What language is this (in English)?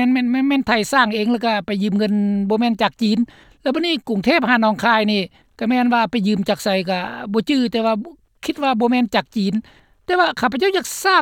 Lao